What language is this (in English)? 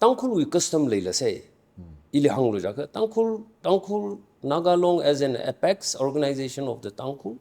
Tangkhul Naga (India)